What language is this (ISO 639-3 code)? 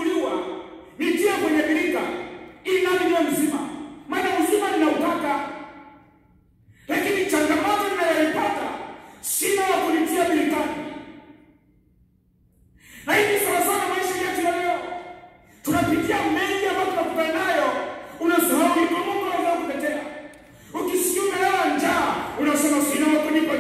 swa